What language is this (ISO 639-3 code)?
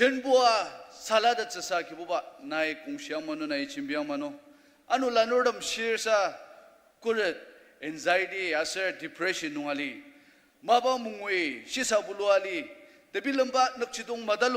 njo